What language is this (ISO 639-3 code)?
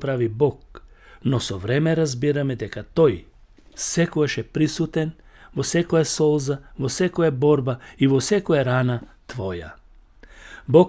mkd